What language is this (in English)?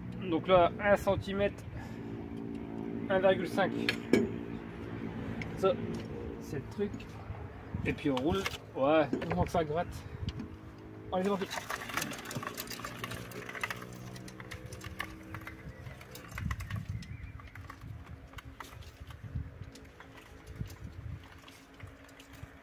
French